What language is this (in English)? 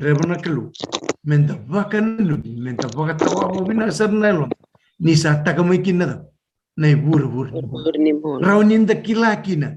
Fijian